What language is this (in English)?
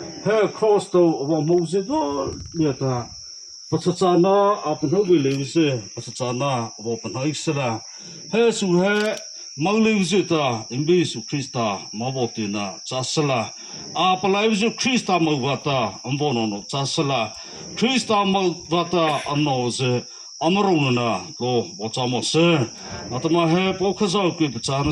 Mara Chin